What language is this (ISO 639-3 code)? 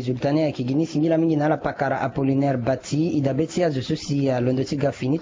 sag